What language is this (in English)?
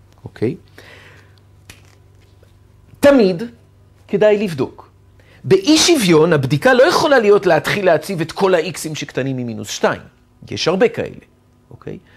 Hebrew